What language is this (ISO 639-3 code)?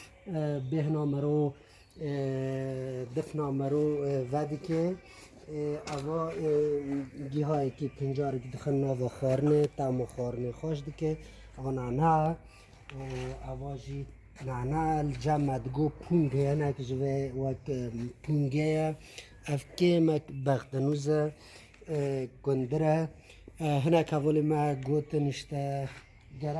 kur